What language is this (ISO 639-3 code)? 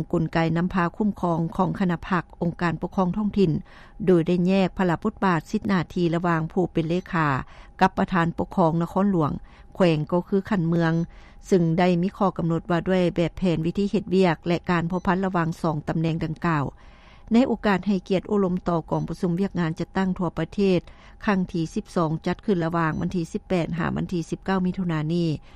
lao